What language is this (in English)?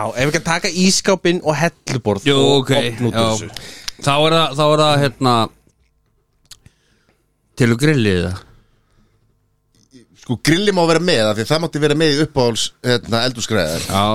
Icelandic